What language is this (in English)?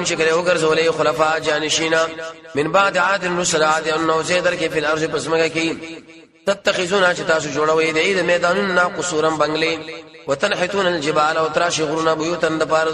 Pashto